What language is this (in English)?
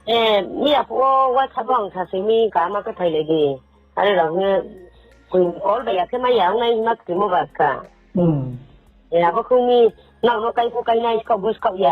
Riang (India)